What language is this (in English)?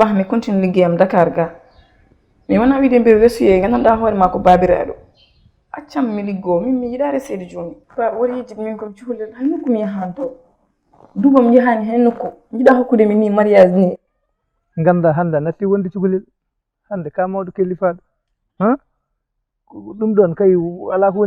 Fula